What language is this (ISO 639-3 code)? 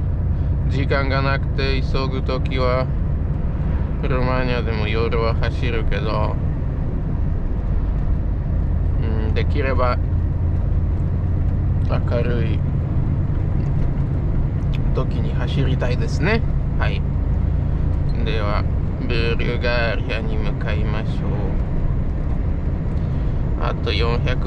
jpn